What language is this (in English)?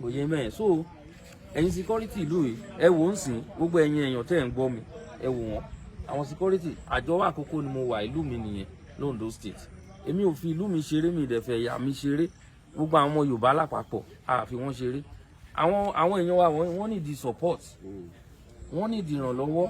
Yoruba